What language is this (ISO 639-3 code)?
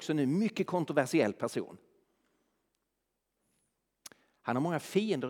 swe